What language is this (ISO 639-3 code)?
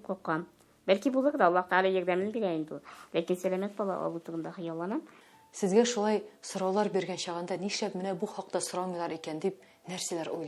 tat